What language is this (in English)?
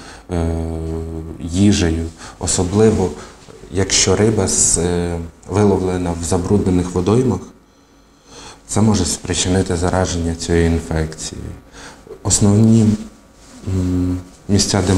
Ukrainian